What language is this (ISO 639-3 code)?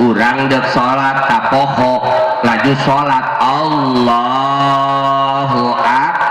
sun